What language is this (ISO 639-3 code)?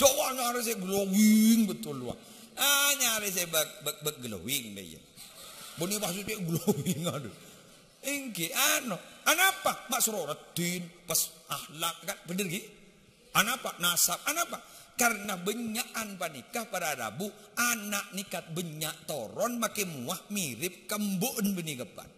mad